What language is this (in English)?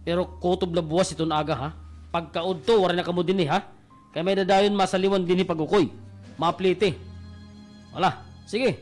Waray